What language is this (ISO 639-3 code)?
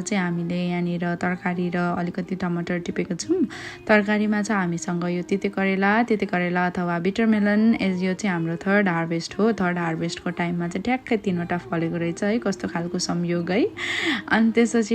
nep